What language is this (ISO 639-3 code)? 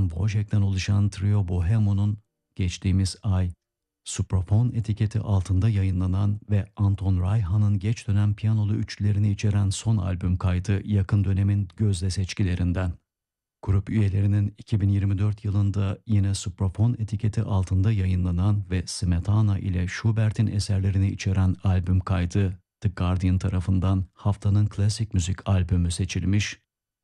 tur